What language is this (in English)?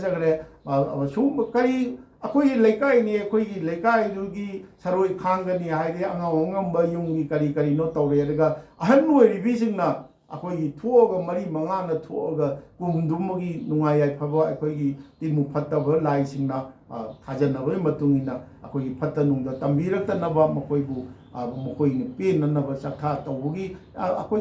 Manipuri